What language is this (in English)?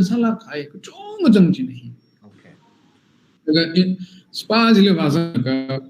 Tangkhul Naga (India)